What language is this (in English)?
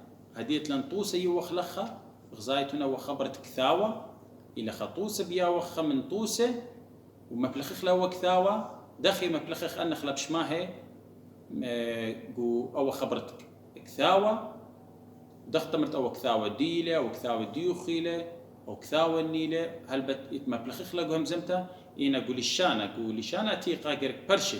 Assyrian Neo-Aramaic